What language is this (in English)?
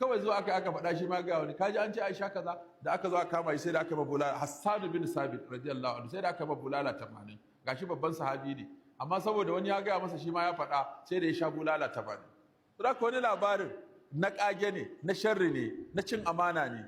Hausa